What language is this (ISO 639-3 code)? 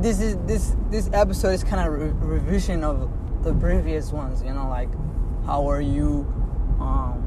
eng